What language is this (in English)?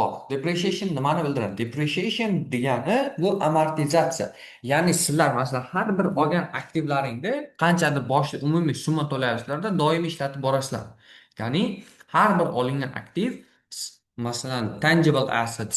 Uzbek